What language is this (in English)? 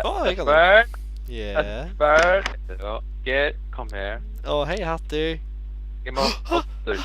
Faroese